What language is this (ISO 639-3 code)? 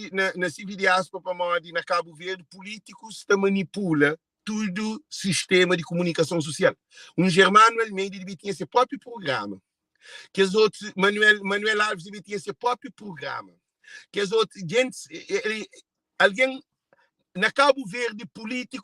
kea